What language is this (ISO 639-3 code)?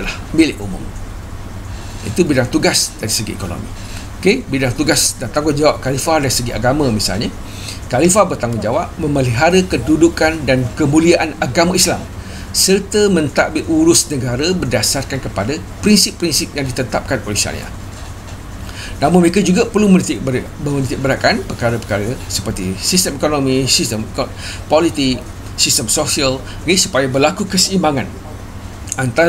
msa